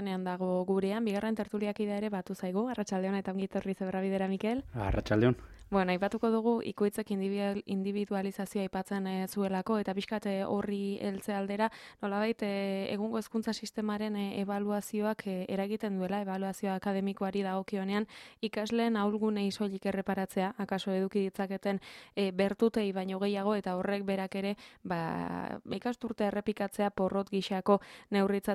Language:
Basque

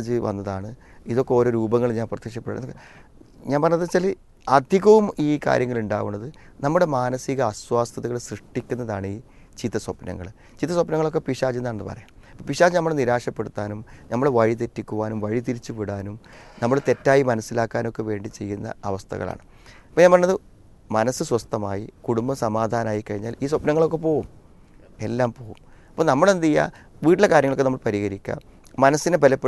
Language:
Malayalam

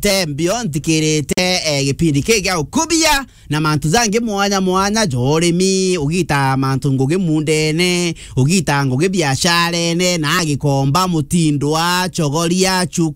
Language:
Meru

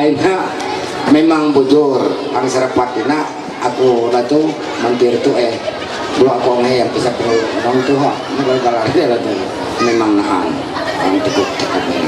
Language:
Ma'anyan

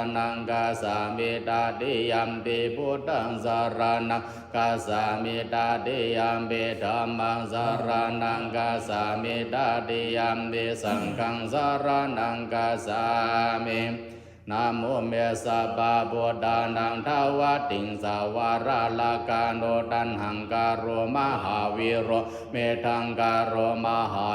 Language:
Pali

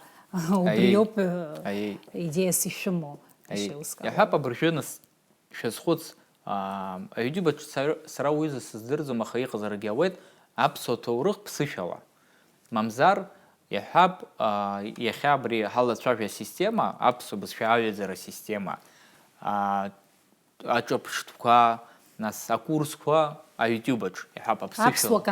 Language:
Abkhazian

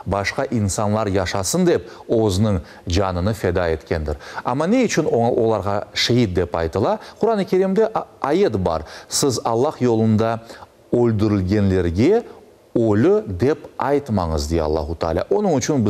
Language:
Crimean Tatar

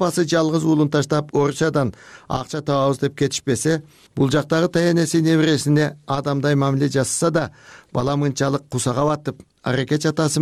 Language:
Kyrgyz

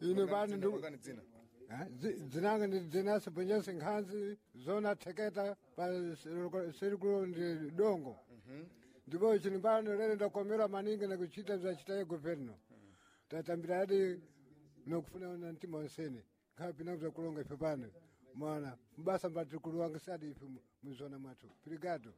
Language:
Sena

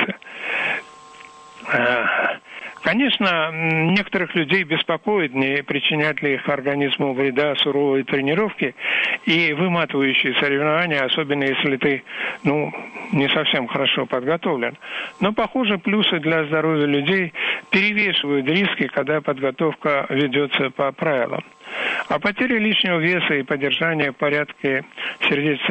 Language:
Russian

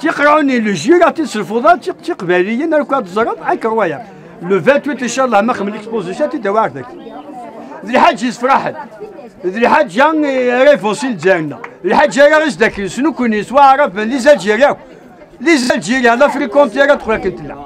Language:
Kabyle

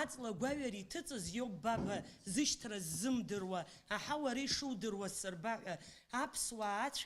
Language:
Abkhazian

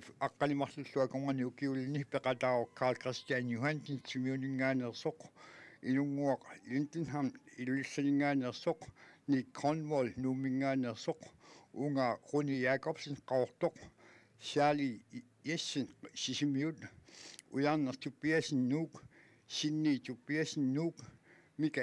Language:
Kalaallisut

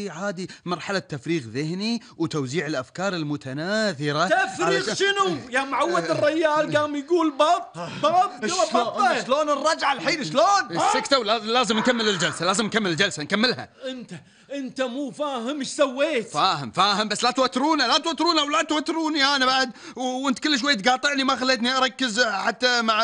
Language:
Gulf Arabic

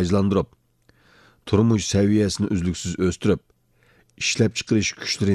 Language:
Uyghur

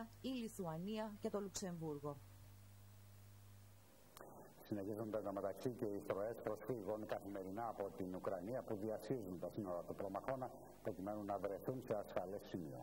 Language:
Greek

